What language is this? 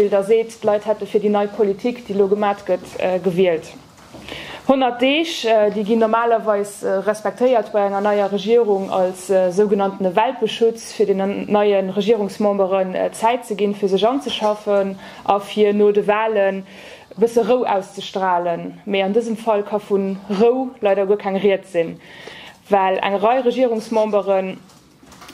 Luxembourgish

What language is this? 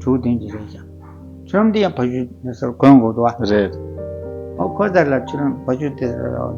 Tibetan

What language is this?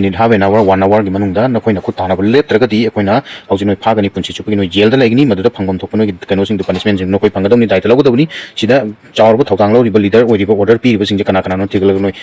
Manipuri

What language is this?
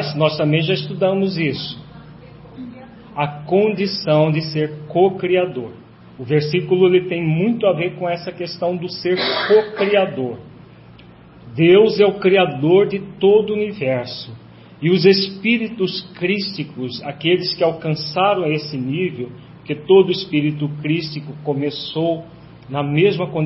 Portuguese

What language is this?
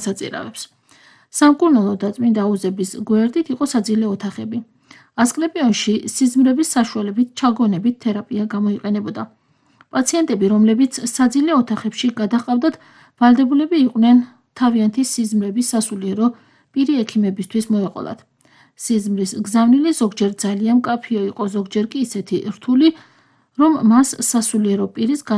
Georgian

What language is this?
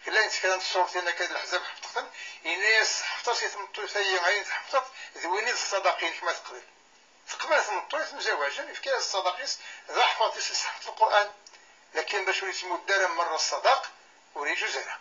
Kabyle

